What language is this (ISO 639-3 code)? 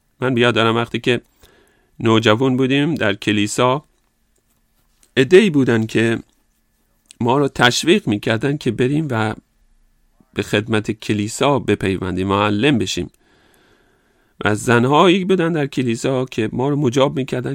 fas